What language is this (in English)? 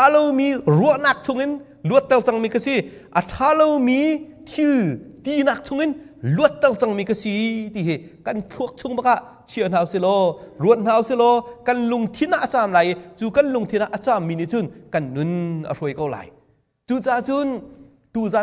Hakha Chin